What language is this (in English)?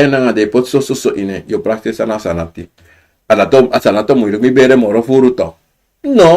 Sranan Tongo